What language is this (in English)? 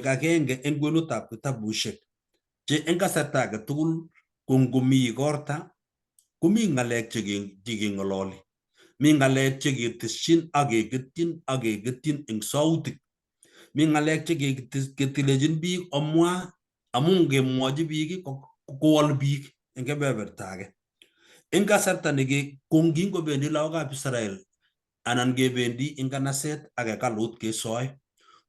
Kalenjin